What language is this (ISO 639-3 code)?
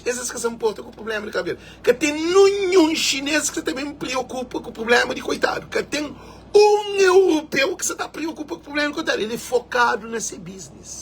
kea